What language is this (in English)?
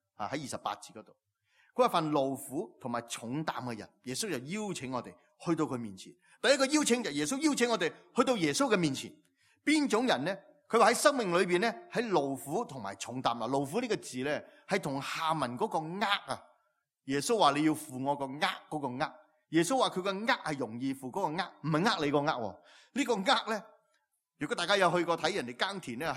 Cantonese